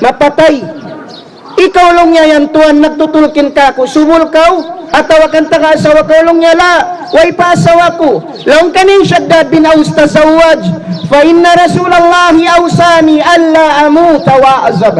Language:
Tausug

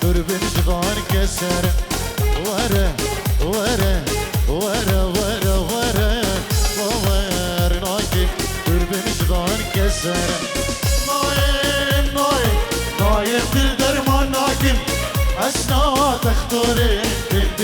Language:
Kurdish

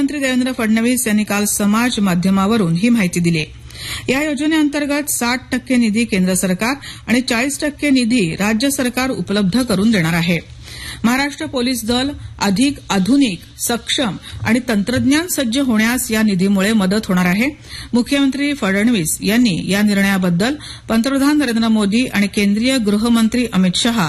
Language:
Marathi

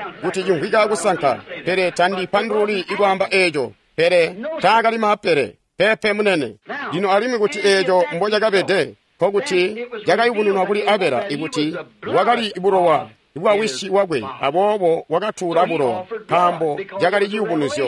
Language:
Tonga (Zambia)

